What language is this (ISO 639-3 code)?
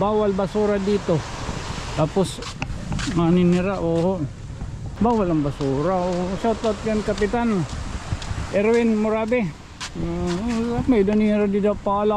war